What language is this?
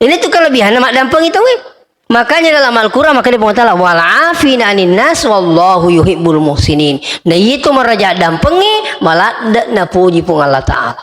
Buginese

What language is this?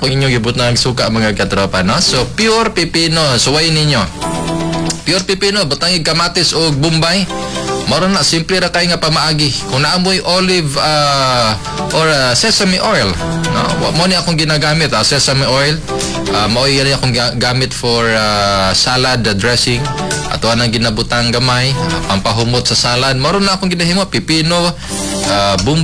Cebuano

